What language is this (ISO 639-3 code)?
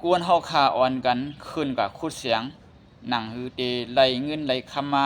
shn